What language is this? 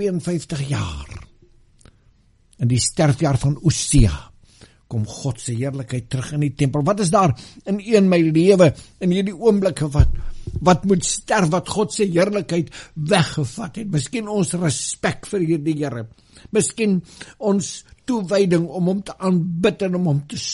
Afrikaans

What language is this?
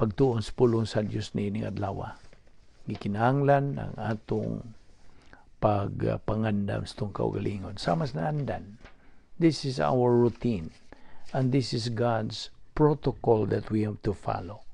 Cebuano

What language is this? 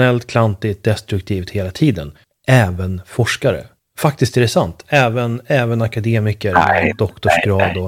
Swedish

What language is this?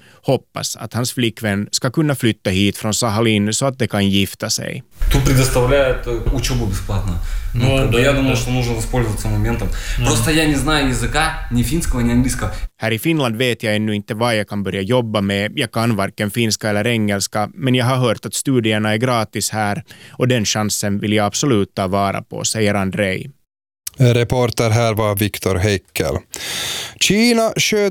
Swedish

